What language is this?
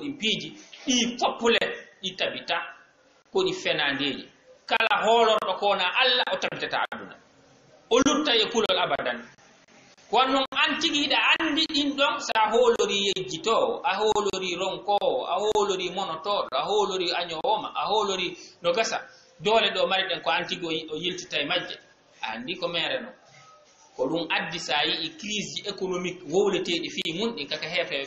Fula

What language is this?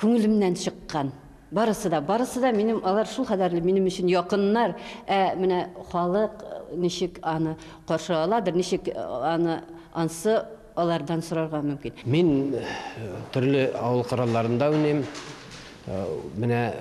Tatar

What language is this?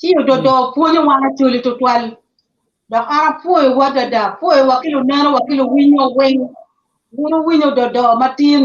Acoli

